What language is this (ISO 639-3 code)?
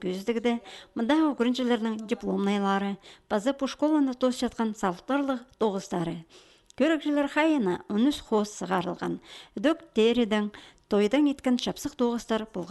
kjh